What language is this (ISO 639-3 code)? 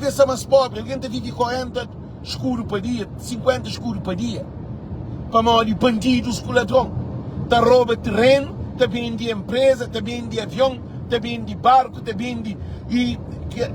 kea